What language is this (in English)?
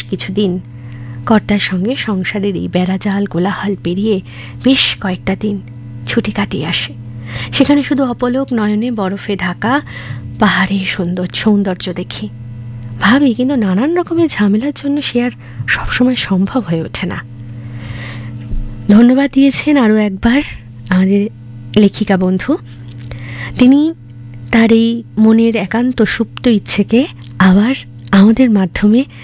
Bangla